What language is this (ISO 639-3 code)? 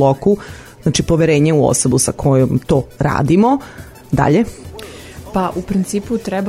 srp